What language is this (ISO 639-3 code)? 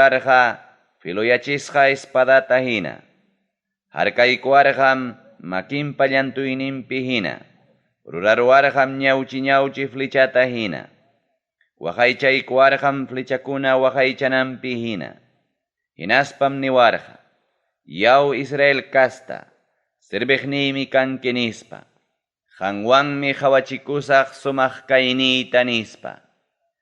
quy